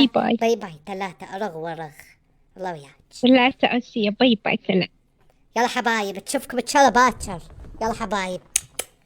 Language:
Mesopotamian Arabic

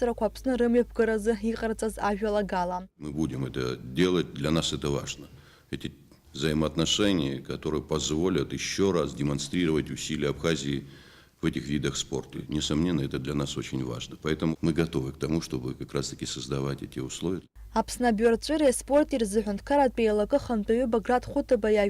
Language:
Abkhazian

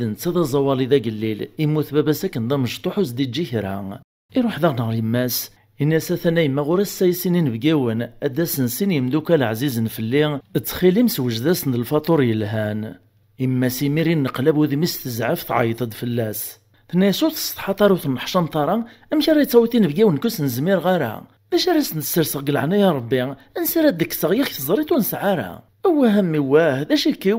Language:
Kabyle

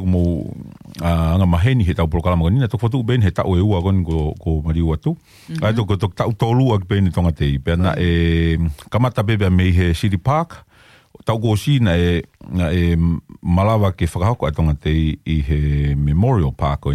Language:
Tongan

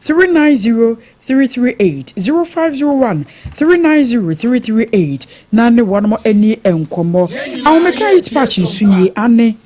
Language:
Akan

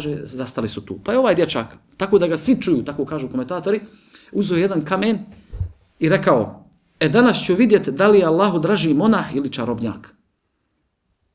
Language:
Bosnian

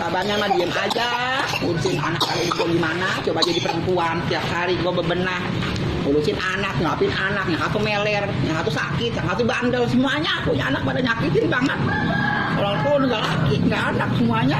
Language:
Betawi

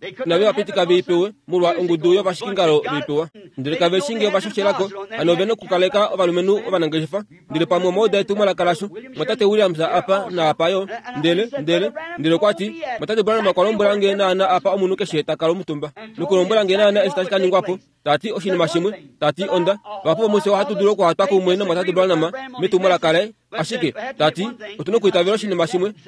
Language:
Kuanyama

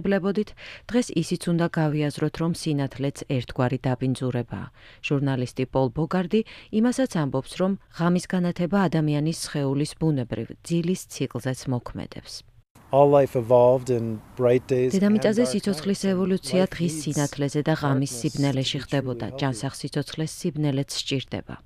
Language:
Georgian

